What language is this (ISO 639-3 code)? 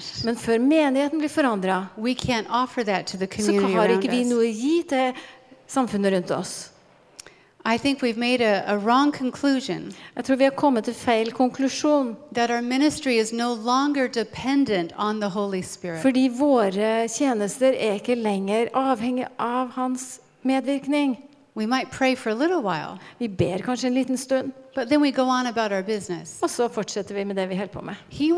nor